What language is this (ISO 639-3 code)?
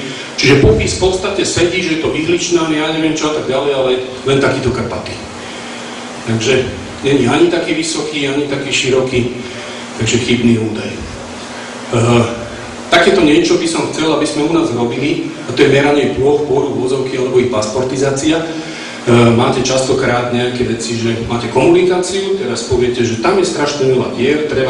slk